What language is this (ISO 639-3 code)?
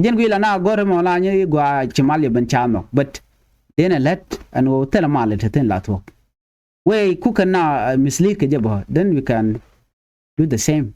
nus